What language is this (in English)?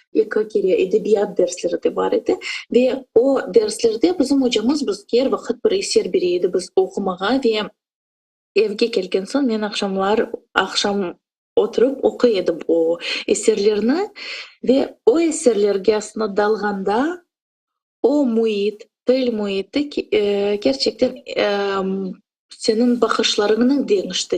Crimean Tatar